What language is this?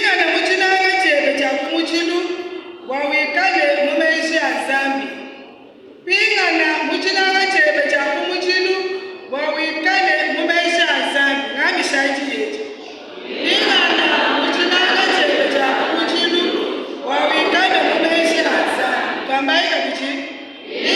Luba-Lulua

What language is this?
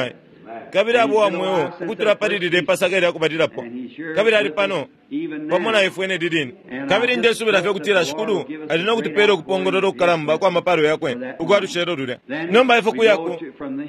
Bemba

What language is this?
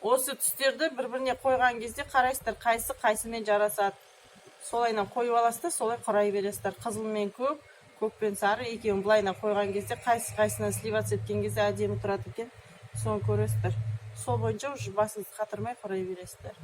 Kazakh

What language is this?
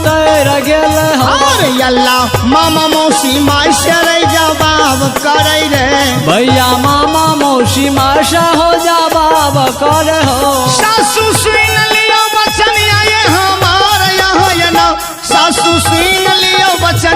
Maithili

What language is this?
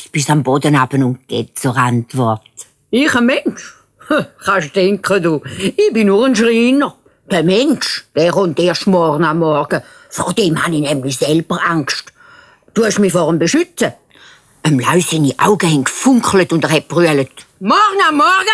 Swiss German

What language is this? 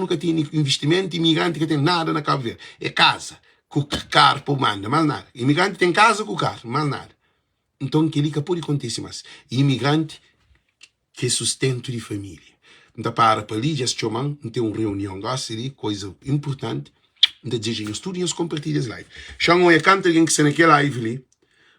Kabuverdianu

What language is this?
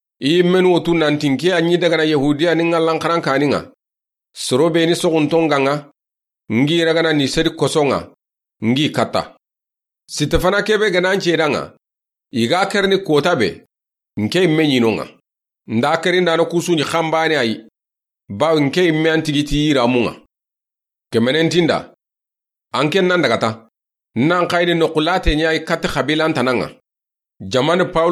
Soninke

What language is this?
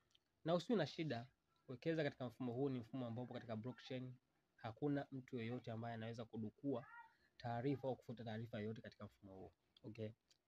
Swahili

